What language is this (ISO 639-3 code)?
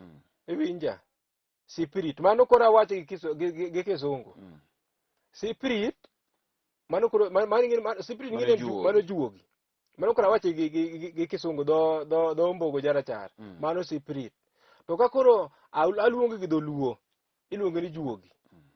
luo